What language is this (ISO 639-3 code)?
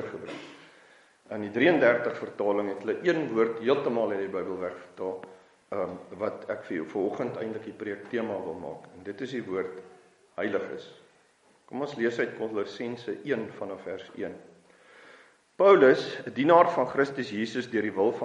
afr